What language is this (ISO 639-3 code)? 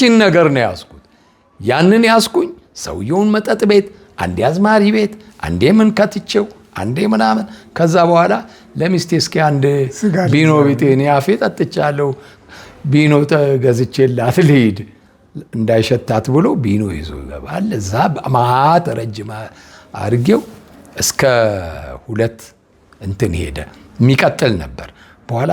amh